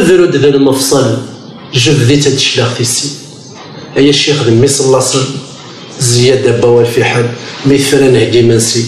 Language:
Kabyle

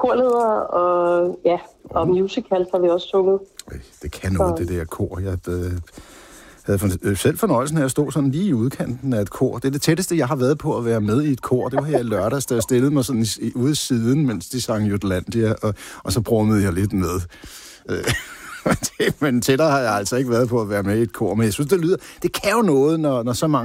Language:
Danish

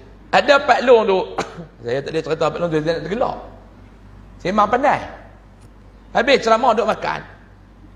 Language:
Malay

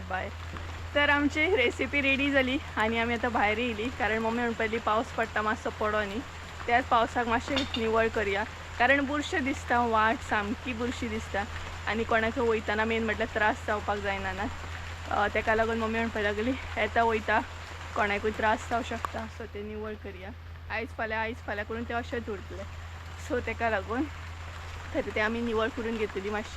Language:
Konkani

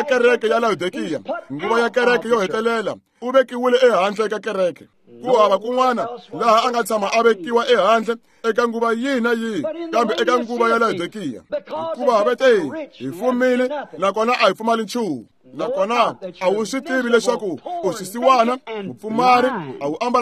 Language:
Tsonga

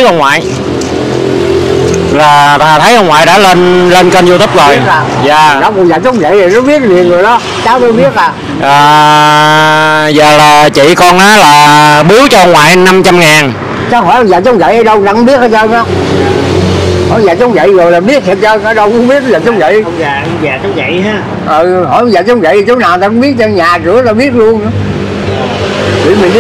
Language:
Vietnamese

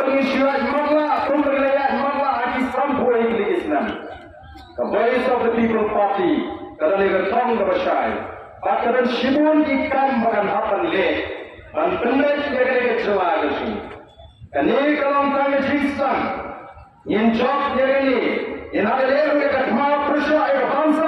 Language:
Khasi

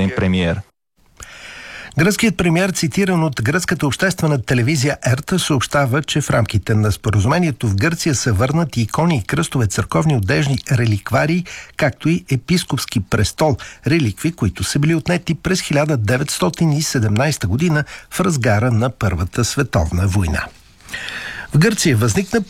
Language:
Bulgarian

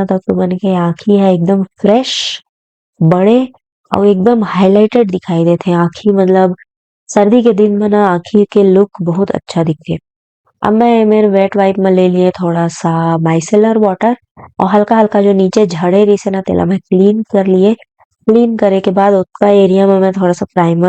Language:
Chhattisgarhi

